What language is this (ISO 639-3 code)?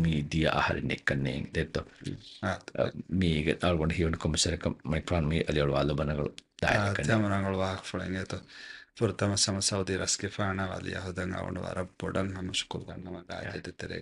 div